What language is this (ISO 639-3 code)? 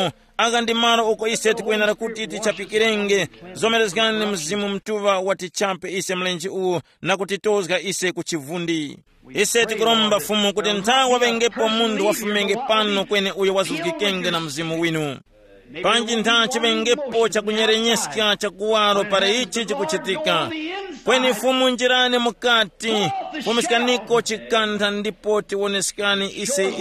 tum